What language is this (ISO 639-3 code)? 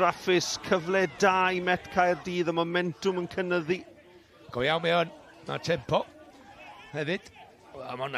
cym